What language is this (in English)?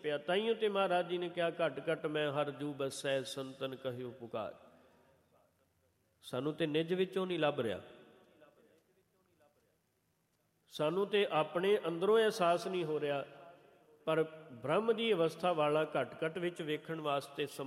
Punjabi